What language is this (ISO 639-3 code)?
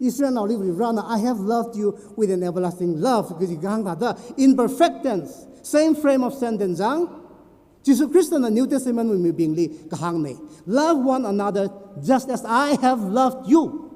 nmf